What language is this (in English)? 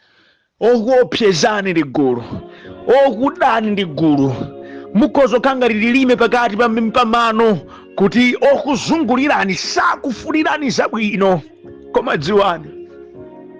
Nyanja